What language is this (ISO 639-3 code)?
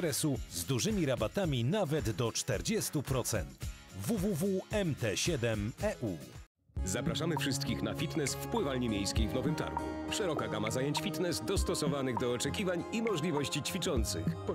pol